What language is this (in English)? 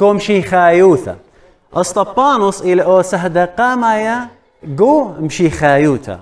Assyrian Neo-Aramaic